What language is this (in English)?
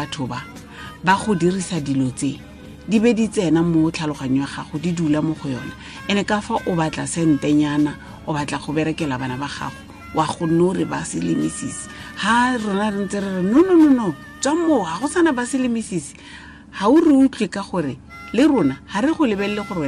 Tswana